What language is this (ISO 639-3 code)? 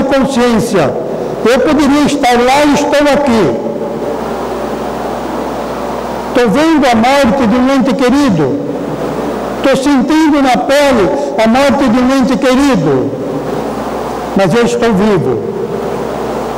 por